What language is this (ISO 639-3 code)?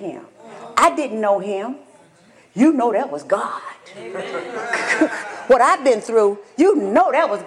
eng